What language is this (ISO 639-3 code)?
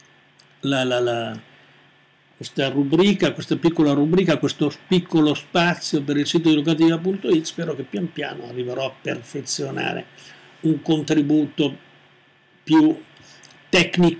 ita